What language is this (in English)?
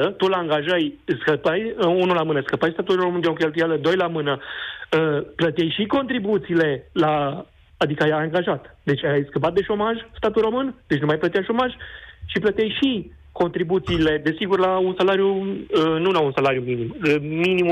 Romanian